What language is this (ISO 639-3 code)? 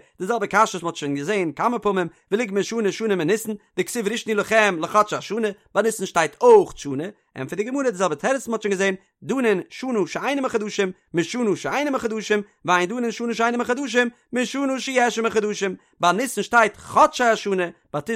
yid